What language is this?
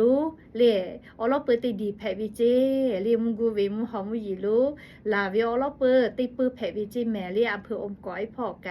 Lahu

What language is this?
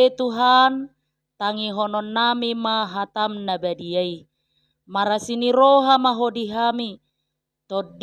Batak Toba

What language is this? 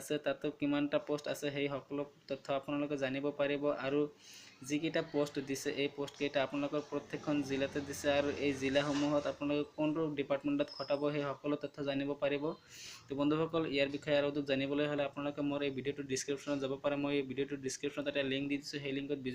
Assamese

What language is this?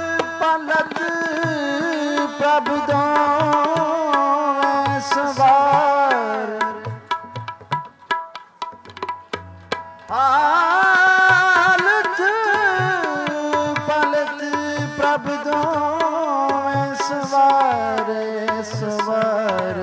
Punjabi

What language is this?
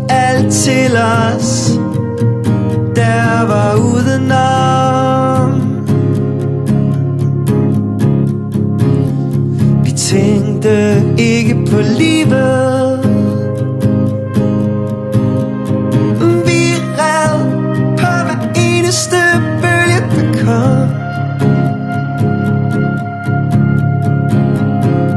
Danish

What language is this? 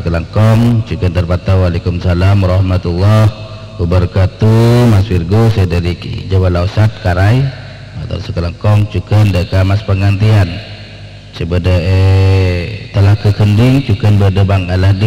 Madurese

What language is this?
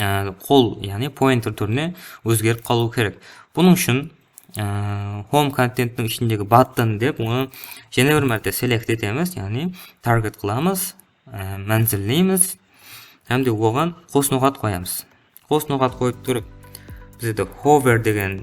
Kara-Kalpak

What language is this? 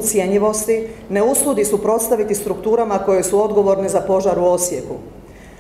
Croatian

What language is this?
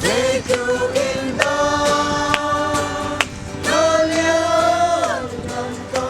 Hakha Chin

